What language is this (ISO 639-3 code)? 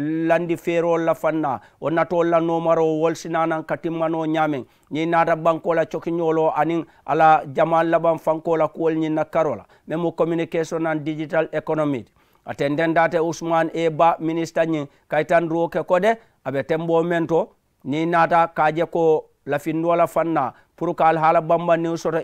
man